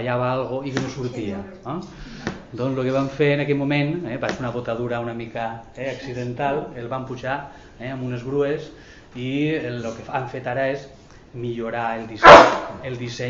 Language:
Catalan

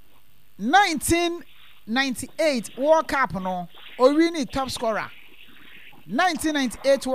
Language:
Akan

